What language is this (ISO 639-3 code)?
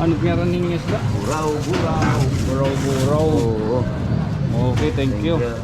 war